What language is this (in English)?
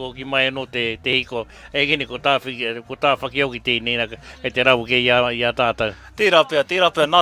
Māori